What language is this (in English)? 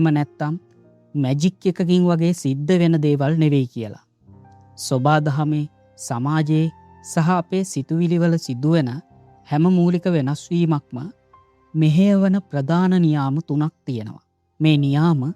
Sinhala